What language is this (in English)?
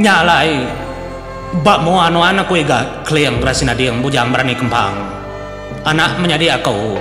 Iban